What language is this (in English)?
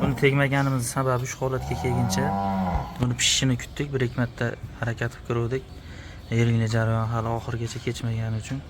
Uzbek